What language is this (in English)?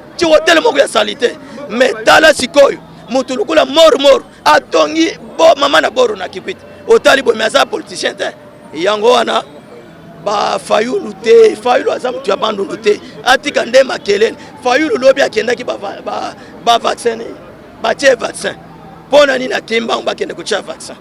Lingala